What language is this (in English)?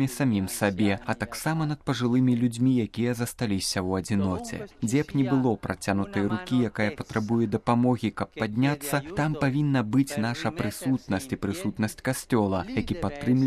Belarusian